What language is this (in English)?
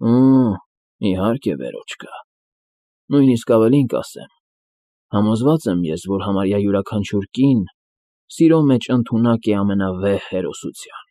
Armenian